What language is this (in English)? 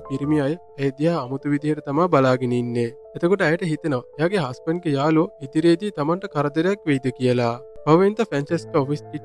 Sinhala